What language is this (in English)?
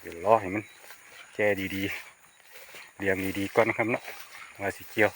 Northeastern Thai